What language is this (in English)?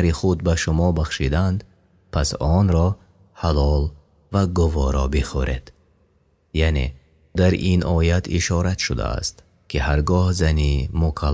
Tajik